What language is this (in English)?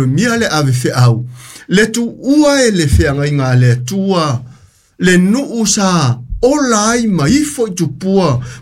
Samoan